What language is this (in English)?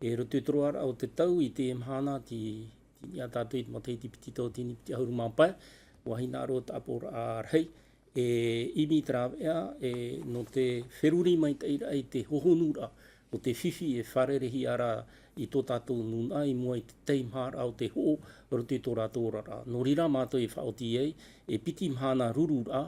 Tahitian